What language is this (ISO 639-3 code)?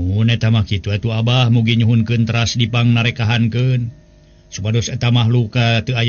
sun